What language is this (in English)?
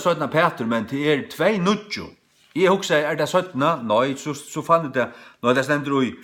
Faroese